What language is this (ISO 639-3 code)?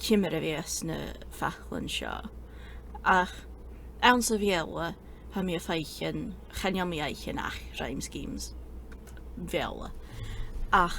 gla